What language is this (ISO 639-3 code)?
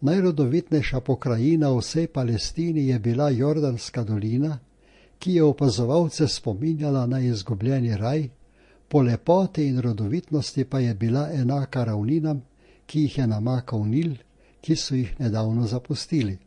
slv